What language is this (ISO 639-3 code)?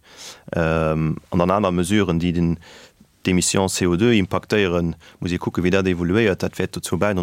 ltz